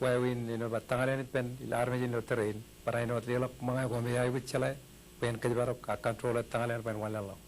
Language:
Marshallese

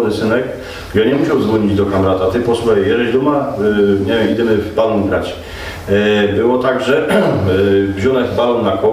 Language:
Silesian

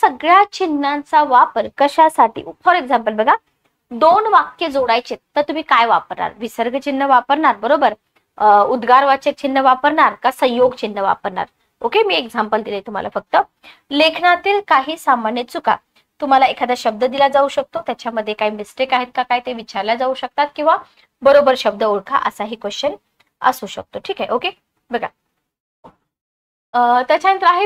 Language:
Marathi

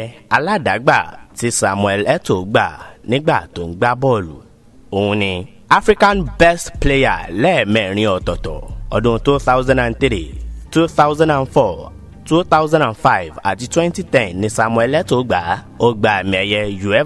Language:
Yoruba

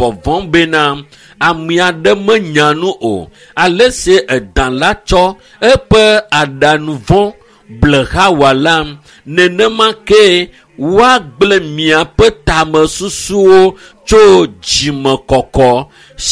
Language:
Ewe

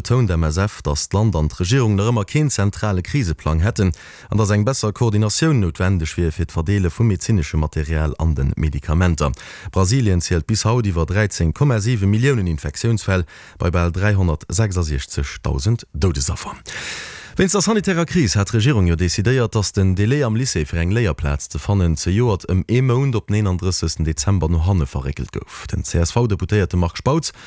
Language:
Luxembourgish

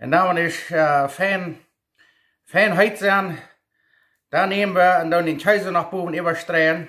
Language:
Plautdietsch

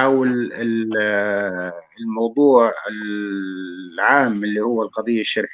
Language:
North Levantine Arabic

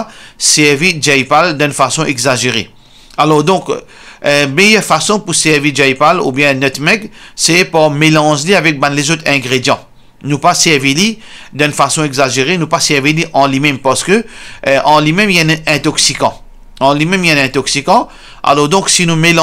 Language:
Morisyen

